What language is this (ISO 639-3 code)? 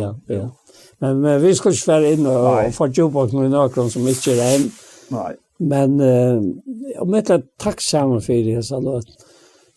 fao